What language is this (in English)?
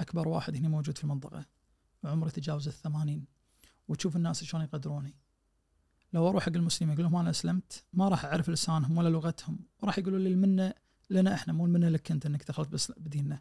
Najdi Arabic